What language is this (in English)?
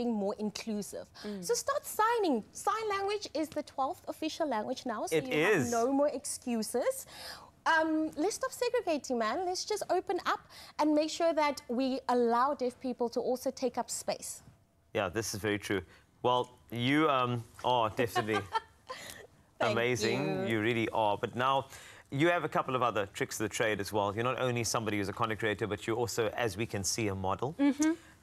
English